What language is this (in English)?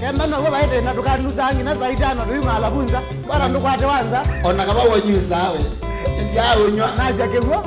Kamba